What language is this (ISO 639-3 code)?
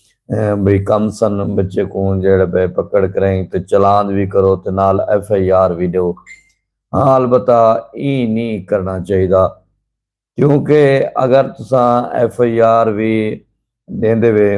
skr